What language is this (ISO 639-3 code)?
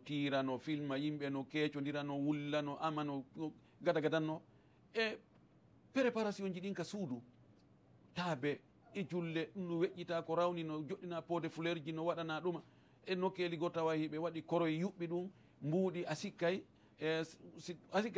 ful